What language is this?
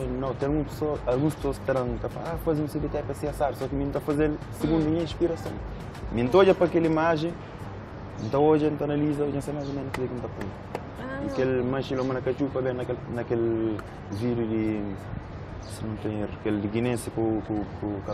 Kabuverdianu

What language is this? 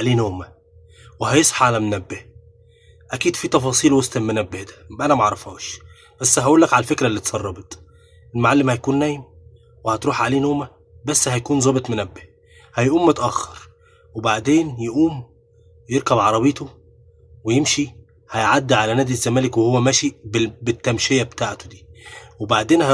Egyptian Arabic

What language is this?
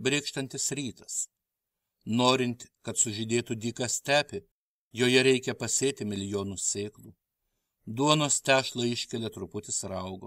Lithuanian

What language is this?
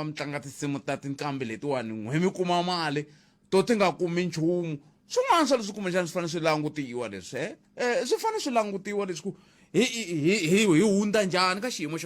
Tsonga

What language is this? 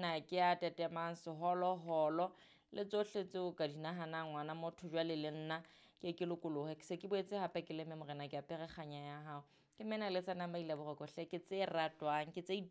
Southern Sotho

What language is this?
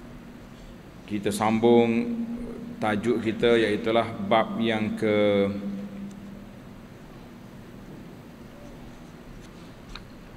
Malay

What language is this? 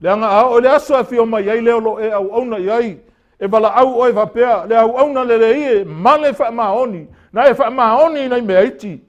Samoan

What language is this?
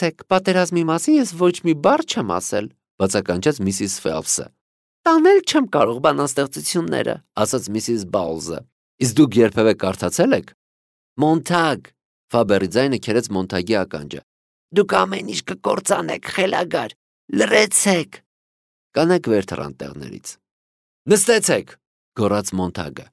Armenian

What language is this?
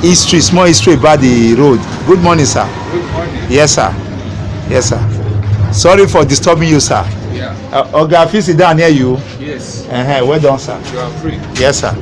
Nigerian Pidgin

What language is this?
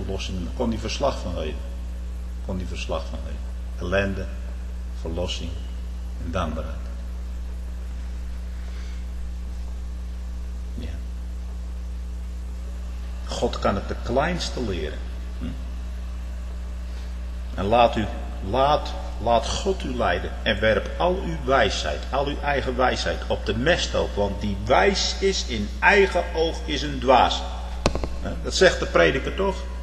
Dutch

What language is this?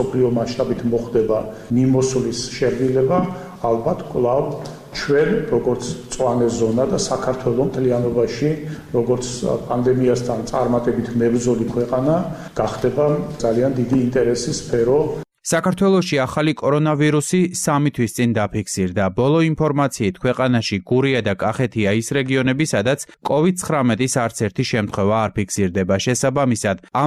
Georgian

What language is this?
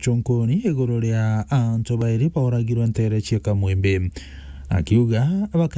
Meru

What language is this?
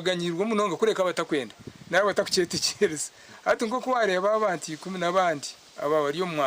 Nyankole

